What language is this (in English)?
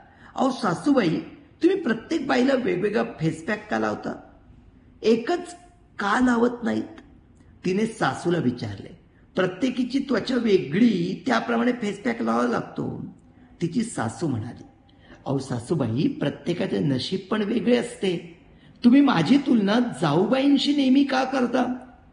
Marathi